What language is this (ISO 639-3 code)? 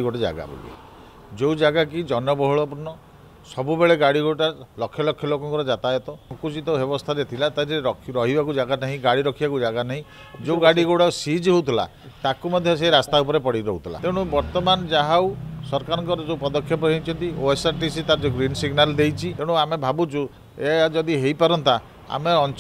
ori